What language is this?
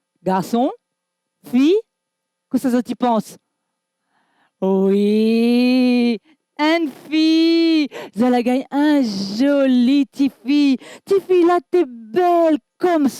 Réunion Creole French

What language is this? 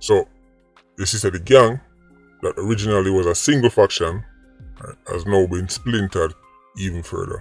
Jamaican Creole English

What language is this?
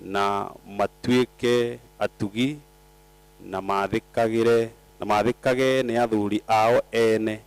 Kikuyu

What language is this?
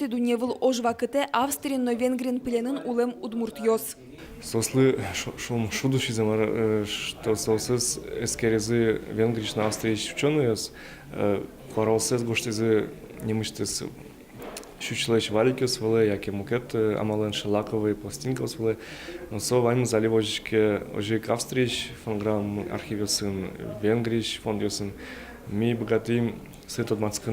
Udmurt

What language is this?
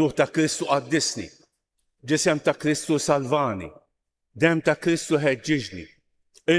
Maltese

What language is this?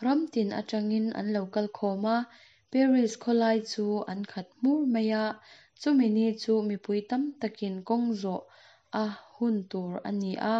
Mizo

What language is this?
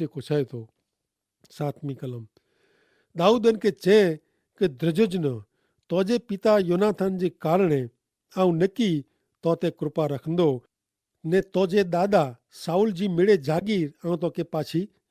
Kachhi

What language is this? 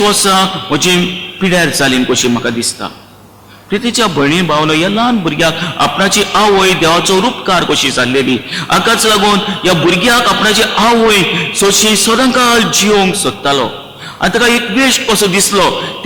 Konkani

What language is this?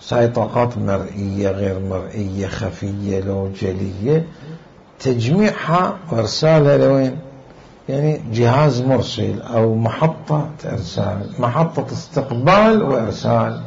Mesopotamian Arabic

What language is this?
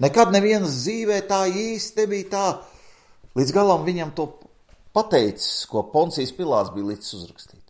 Latvian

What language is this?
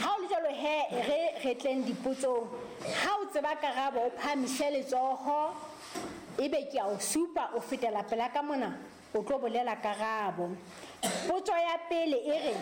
Southern Sotho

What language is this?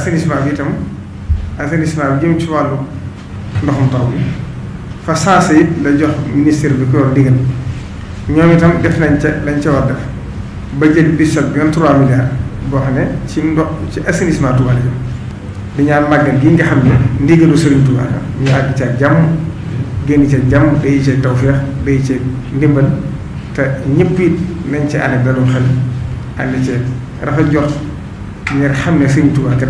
Wolof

